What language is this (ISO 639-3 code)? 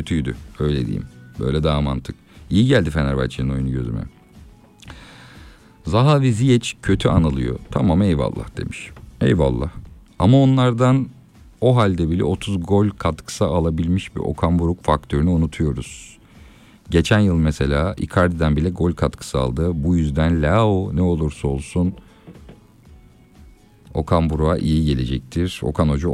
tur